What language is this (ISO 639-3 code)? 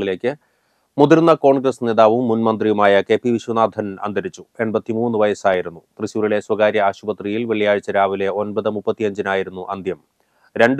mal